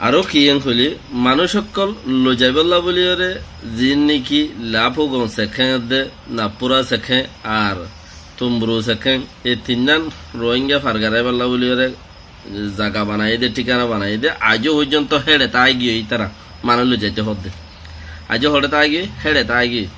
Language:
Rohingya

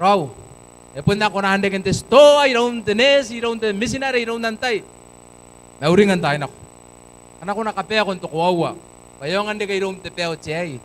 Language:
Gilbertese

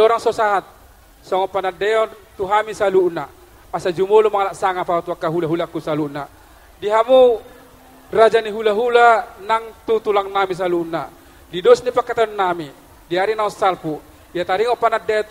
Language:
Batak Toba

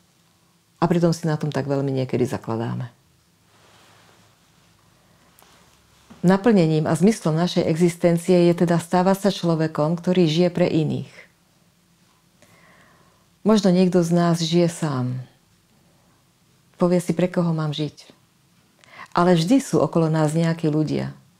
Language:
Slovak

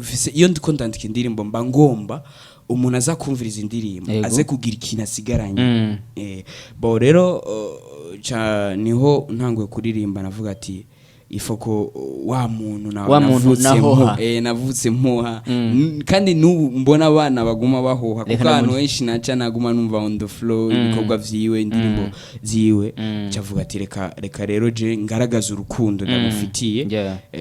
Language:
Rundi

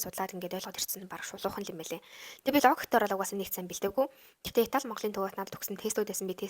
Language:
Mongolian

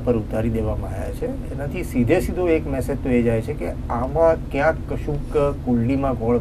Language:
Gujarati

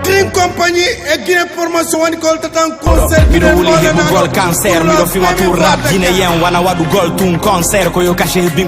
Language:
Fula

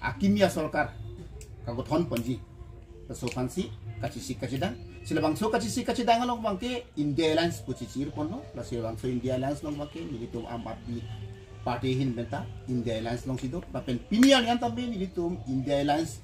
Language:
Karbi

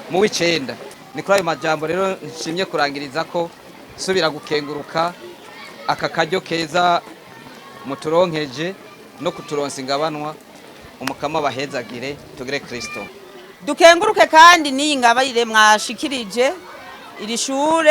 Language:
Rundi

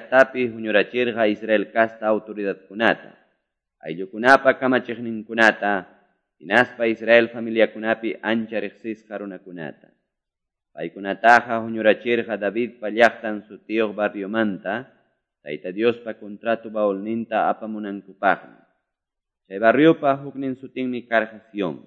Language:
Quechua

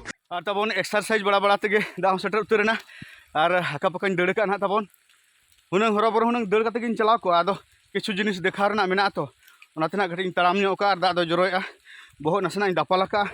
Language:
Santali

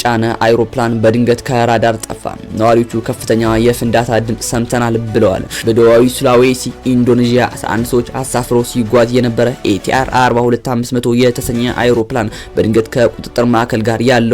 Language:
Amharic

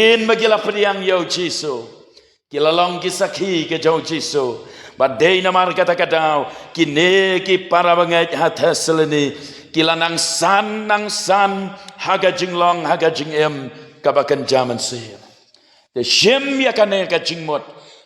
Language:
Khasi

